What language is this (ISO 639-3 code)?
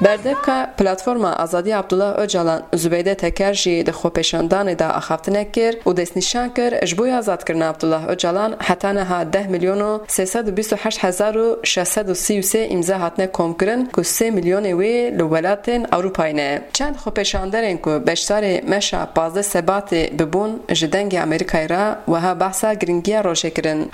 kur